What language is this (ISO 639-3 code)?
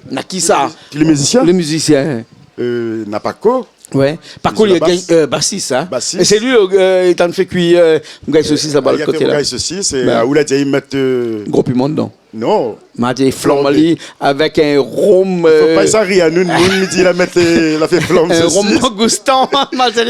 rcf